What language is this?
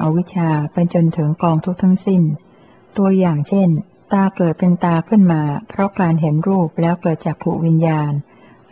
Thai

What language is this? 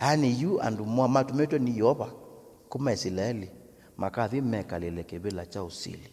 Kamba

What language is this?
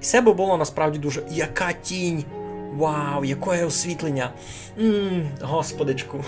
Rusyn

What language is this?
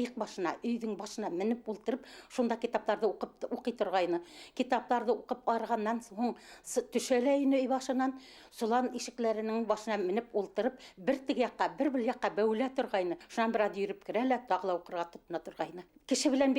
Bashkir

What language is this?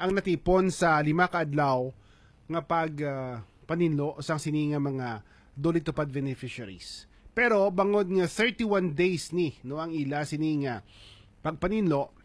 Hiligaynon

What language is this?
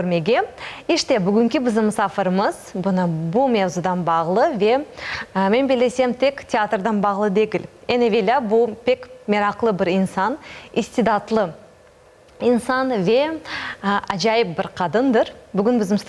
Crimean Tatar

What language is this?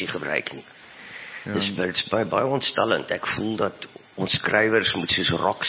Afrikaans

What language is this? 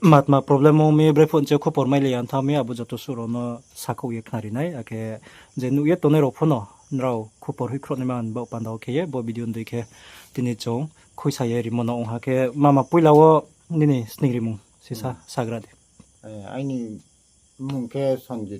Riang (India)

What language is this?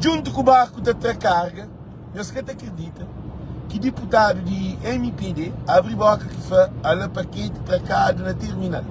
Kabuverdianu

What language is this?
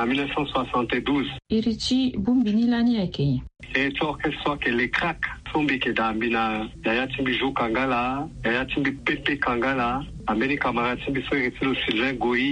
Sango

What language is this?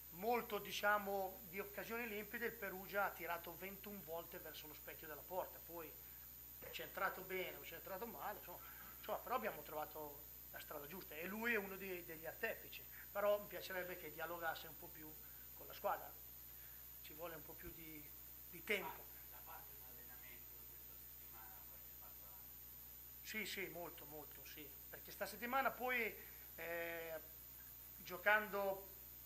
Italian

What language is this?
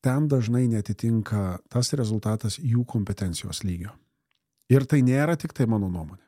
Lithuanian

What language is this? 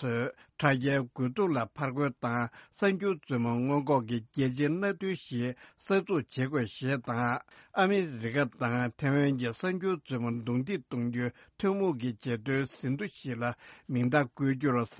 Tibetan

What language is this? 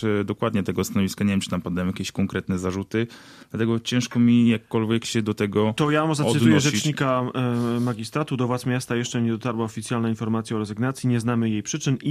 Polish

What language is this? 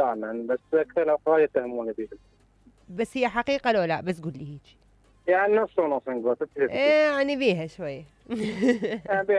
Mesopotamian Arabic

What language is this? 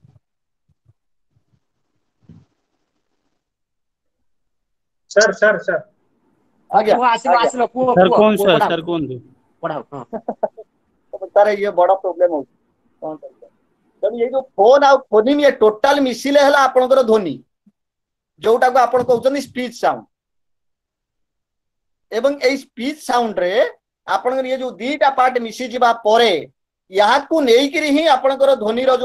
Odia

